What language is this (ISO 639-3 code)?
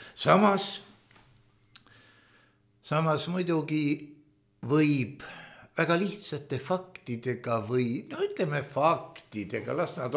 est